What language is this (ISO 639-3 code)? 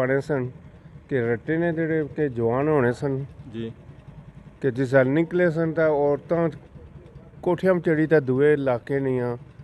phr